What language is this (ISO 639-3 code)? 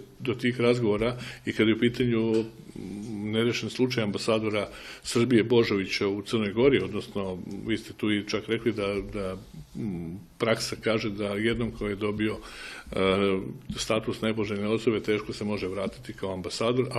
srp